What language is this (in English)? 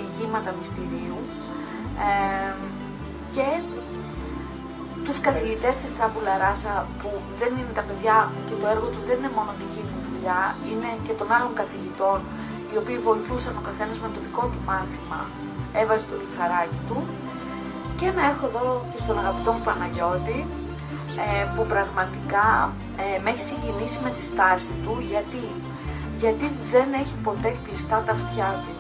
Greek